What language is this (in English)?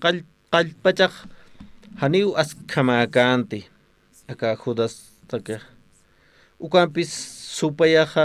Aymara